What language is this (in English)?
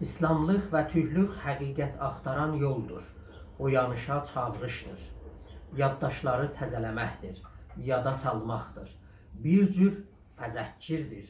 South Azerbaijani